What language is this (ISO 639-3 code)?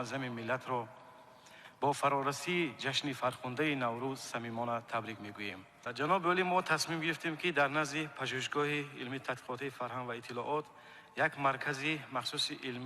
tgk